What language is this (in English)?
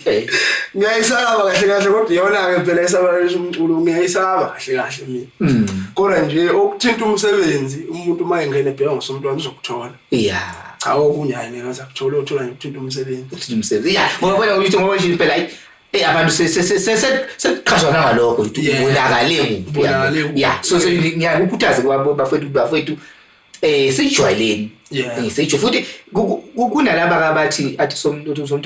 Zulu